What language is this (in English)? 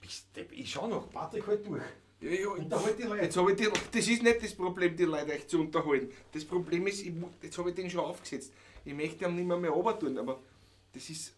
Bavarian